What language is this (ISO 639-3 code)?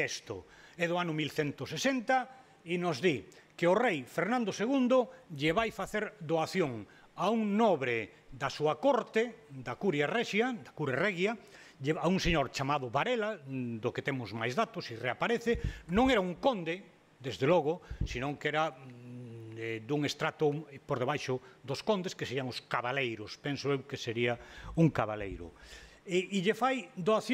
glg